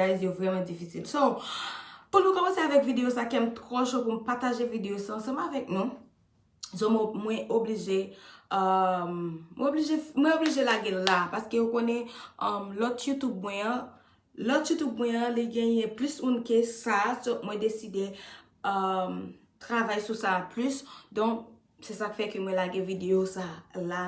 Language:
Haitian Creole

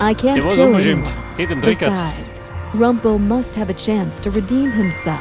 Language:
Bavarian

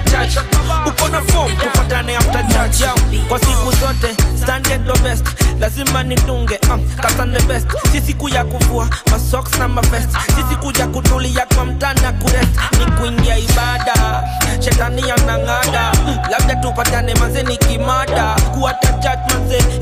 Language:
Swahili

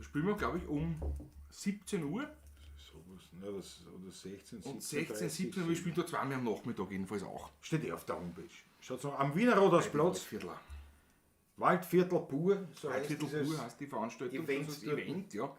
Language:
Bavarian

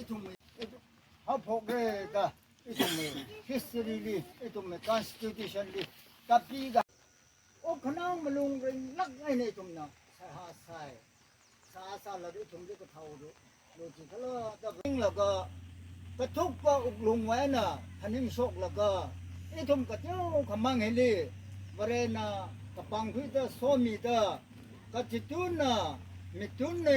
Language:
Tangkhul Naga (India)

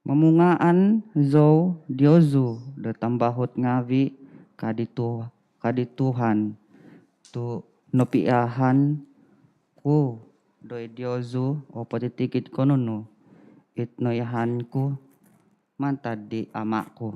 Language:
Central Dusun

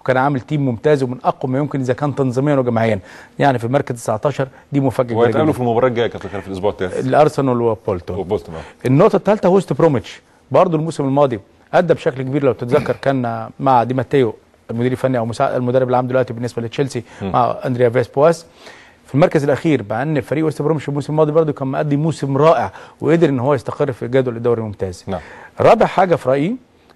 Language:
Egyptian Arabic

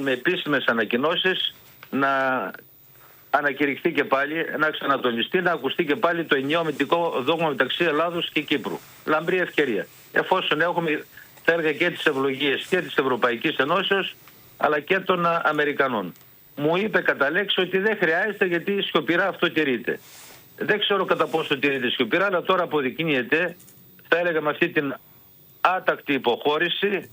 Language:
Greek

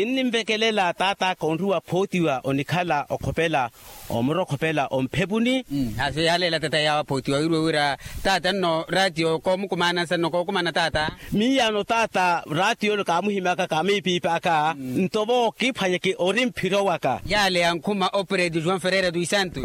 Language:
Makhuwa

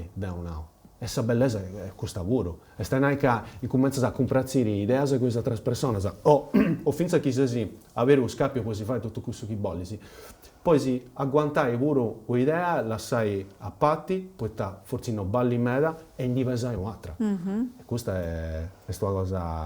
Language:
Sardinian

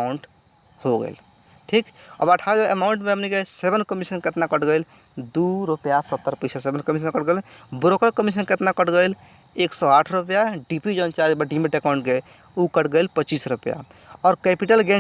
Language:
Bhojpuri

